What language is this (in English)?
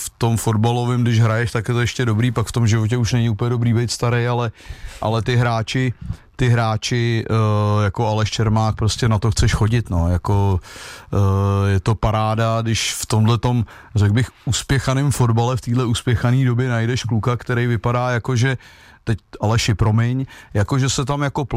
Czech